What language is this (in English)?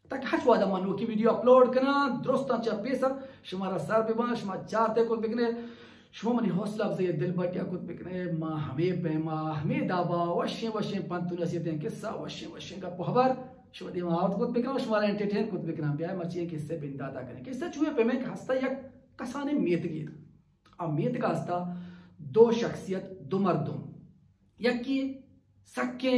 Baluchi